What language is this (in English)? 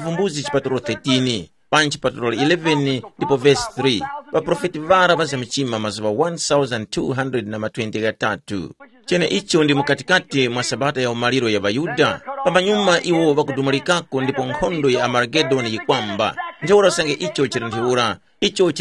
Tumbuka